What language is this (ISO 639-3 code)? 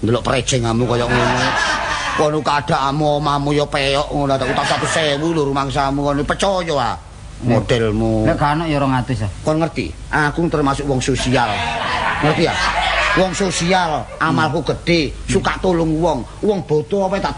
jav